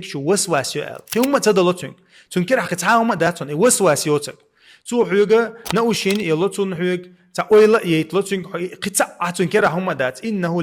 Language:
Chechen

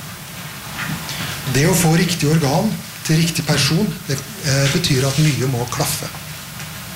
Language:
Norwegian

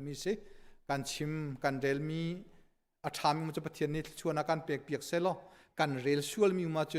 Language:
Hakha Chin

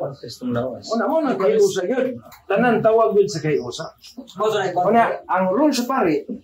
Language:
Cebuano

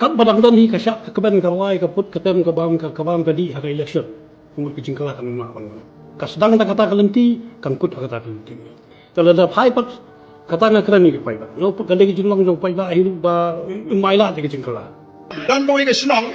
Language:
Khasi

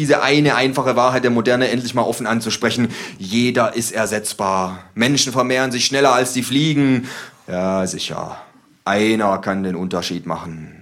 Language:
German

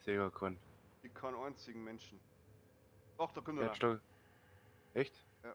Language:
Bavarian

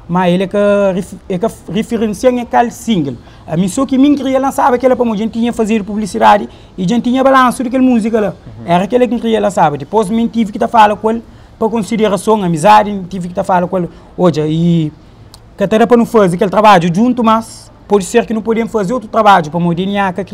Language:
Kabuverdianu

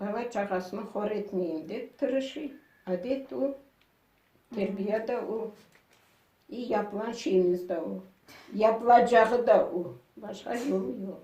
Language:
Crimean Tatar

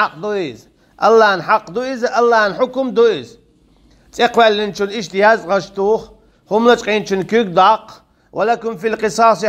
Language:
Chechen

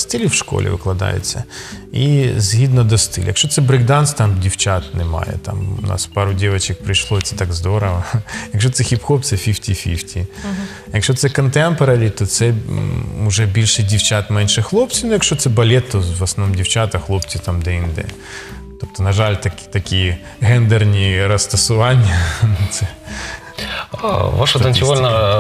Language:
Ukrainian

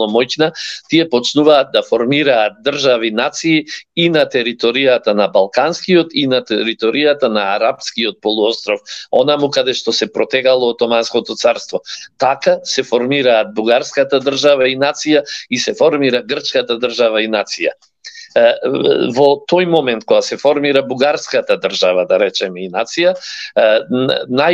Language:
Macedonian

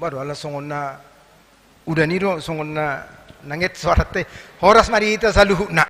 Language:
Batak Toba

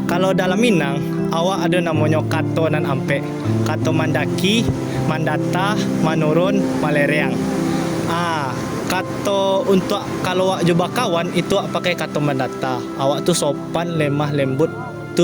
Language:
Minangkabau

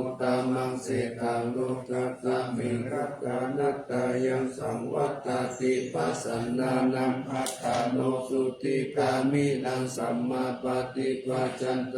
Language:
Pali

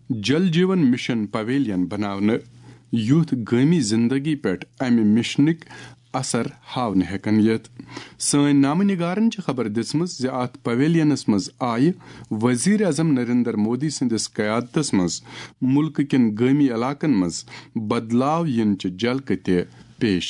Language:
Kashmiri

